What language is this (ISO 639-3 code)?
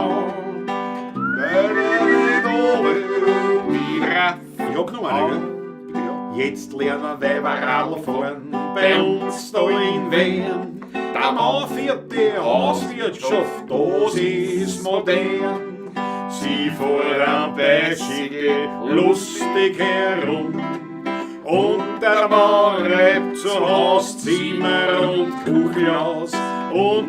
bar